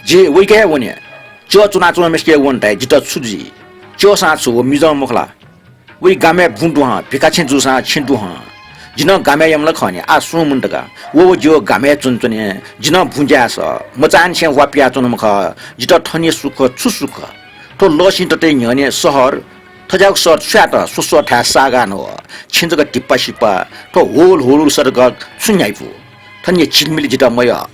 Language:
Newari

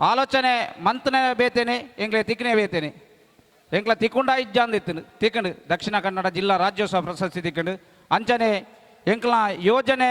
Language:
Tulu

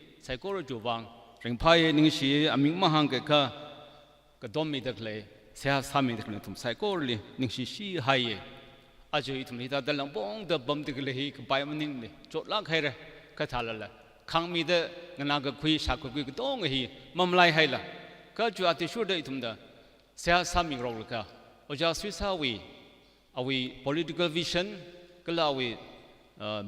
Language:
Tangkhul Naga (India)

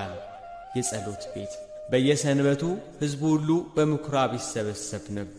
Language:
Amharic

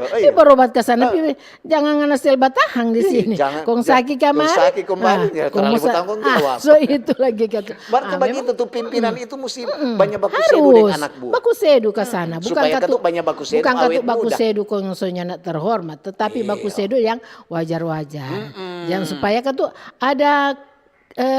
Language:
Manado Malay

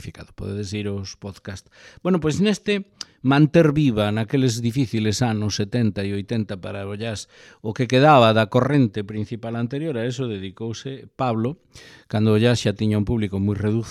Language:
Galician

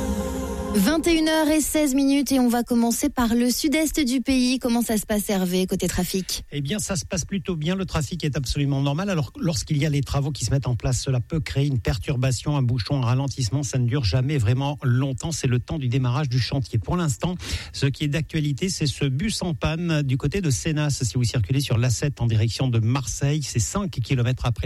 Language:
French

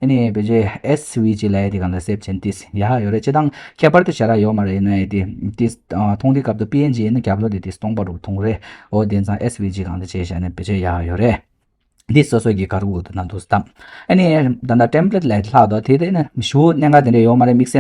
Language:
Tibetan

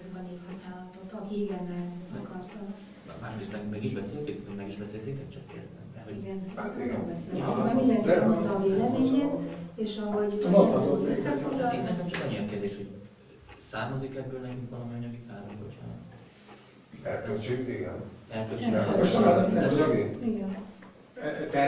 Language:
Hungarian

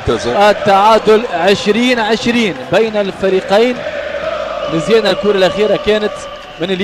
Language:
Tunisian Arabic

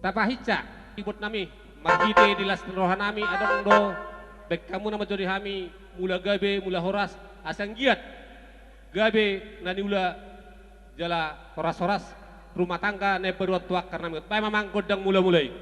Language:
Batak Toba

